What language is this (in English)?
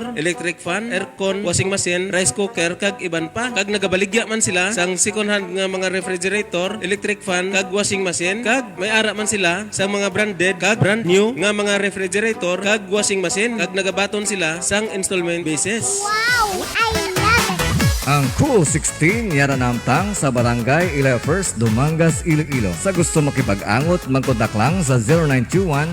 Hiligaynon